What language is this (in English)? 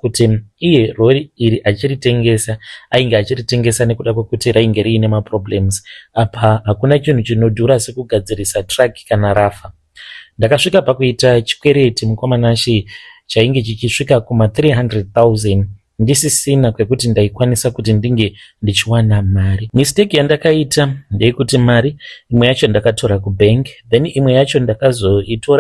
Shona